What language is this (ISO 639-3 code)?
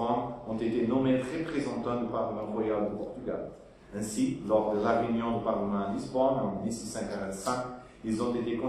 fra